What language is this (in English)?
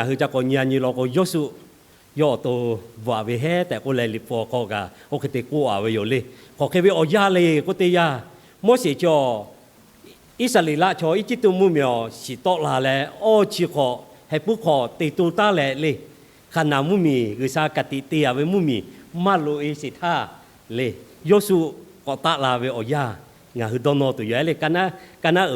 Lahu